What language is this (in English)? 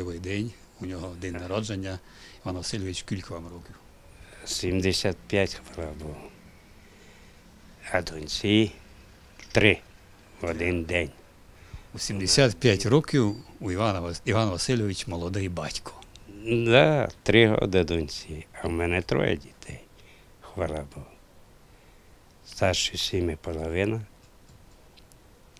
Ukrainian